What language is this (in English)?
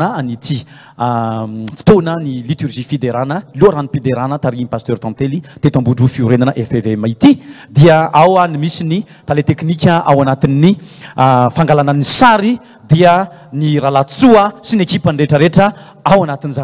Malagasy